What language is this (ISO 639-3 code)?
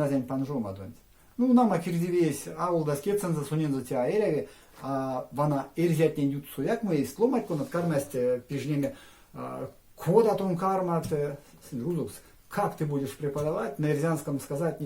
myv